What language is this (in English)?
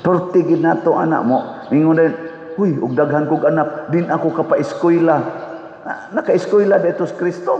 Cebuano